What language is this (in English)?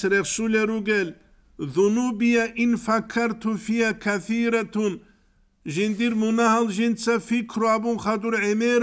Avaric